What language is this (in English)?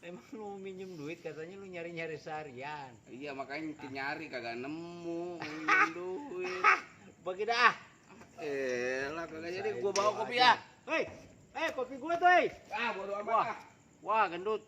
Betawi